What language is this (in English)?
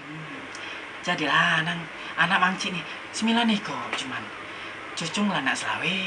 Musi